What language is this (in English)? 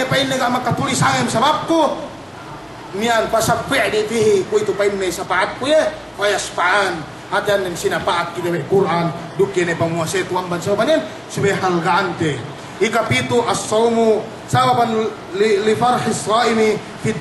Yakan